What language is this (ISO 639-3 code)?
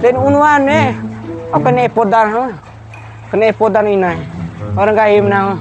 bhp